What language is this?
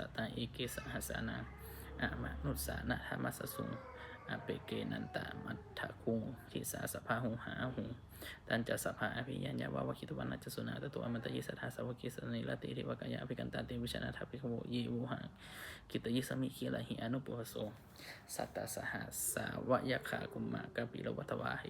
Pali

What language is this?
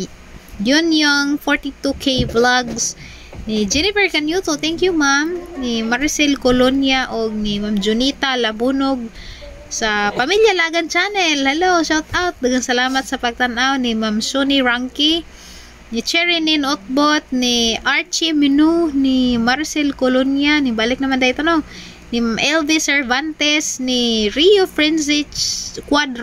Cebuano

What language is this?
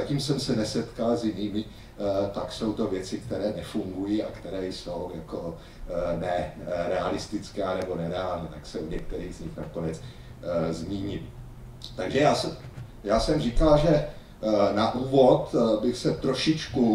Czech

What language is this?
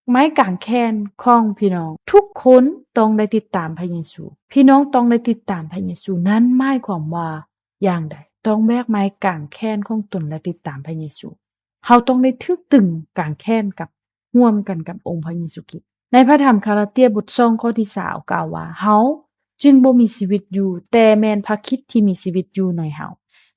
Lao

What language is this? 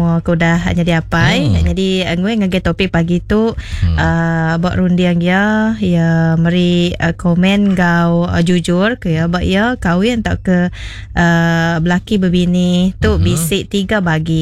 Iban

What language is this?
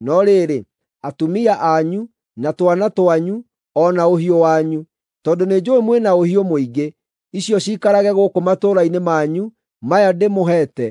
Kikuyu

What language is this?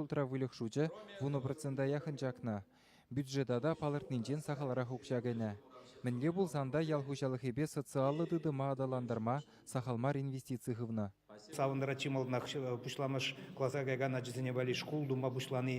Chuvash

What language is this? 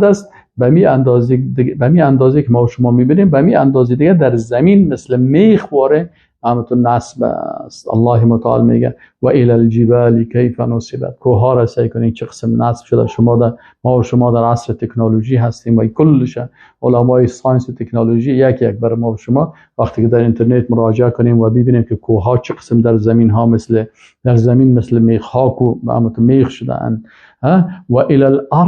Persian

